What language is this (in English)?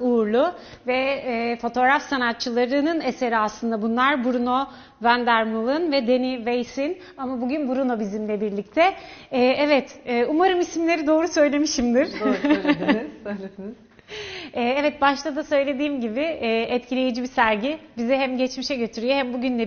Turkish